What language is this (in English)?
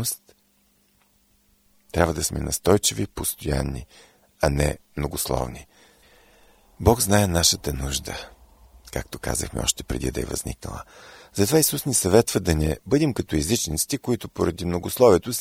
Bulgarian